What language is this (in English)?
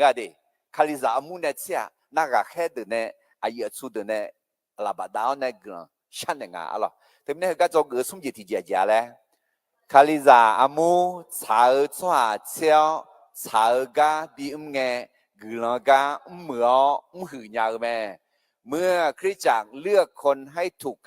Akha